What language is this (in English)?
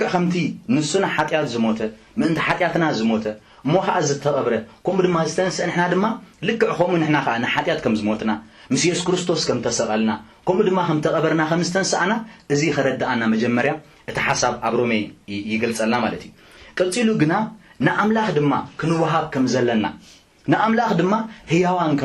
Tigrinya